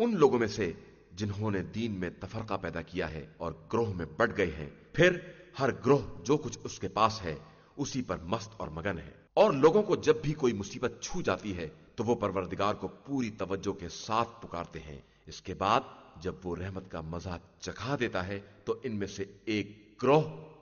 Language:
Urdu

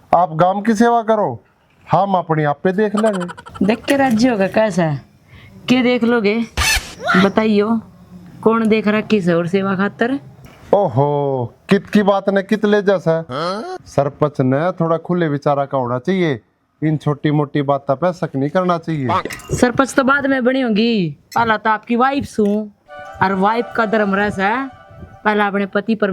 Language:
Haryanvi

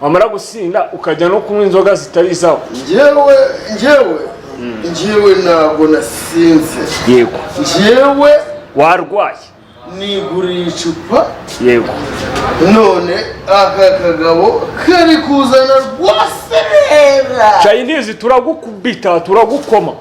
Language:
Kinyarwanda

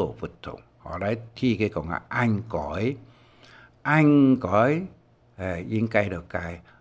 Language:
Hakka Chinese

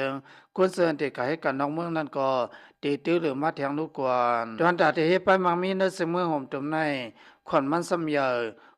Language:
Lao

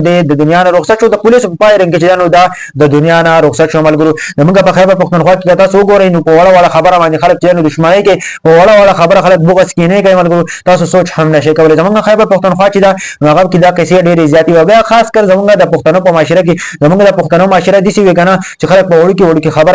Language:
Pashto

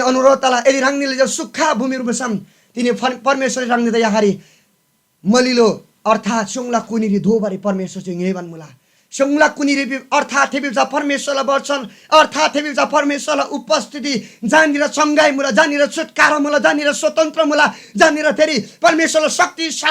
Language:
Eastern Tamang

